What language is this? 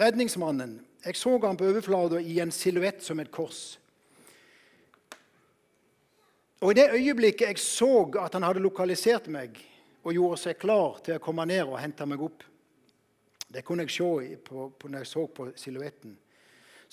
Norwegian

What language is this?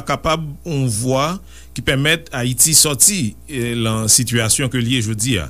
Haitian Creole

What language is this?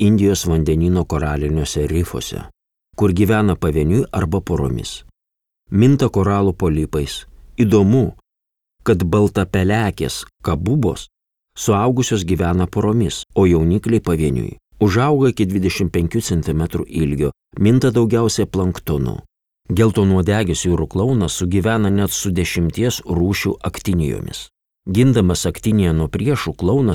Lithuanian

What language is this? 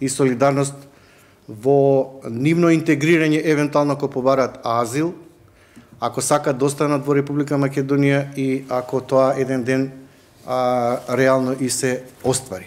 Macedonian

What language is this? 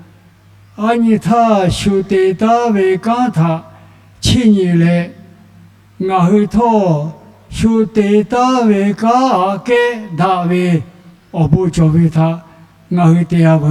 Lahu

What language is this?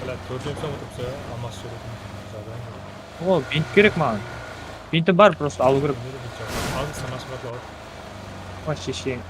Kara-Kalpak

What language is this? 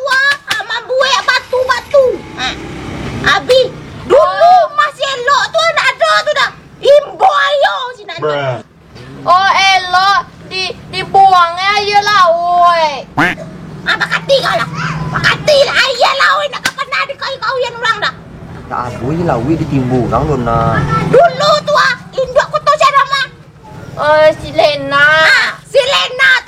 Minangkabau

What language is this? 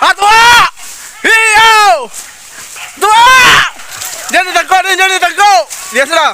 Minangkabau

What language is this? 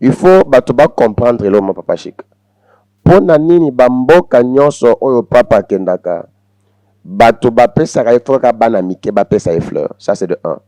Lingala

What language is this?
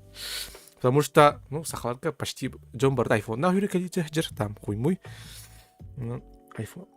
Yakut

